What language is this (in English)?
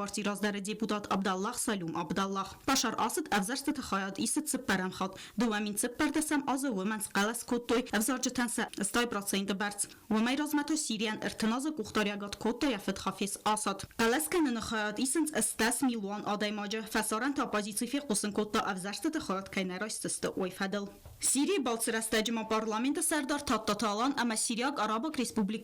Ossetic